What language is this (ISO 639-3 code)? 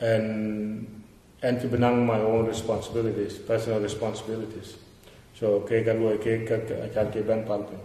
din